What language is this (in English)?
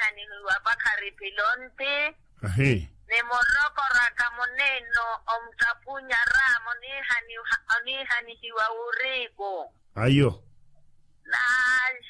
Makhuwa